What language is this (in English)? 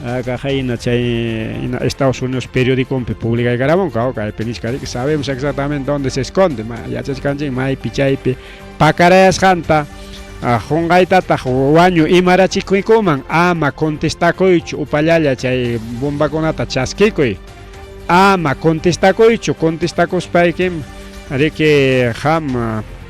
Ayacucho Quechua